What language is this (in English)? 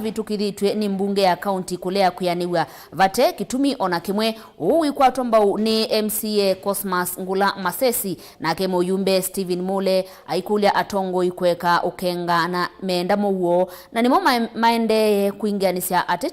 Kamba